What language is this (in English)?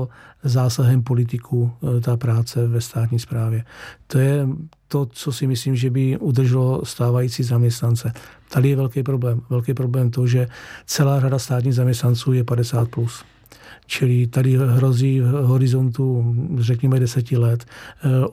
Czech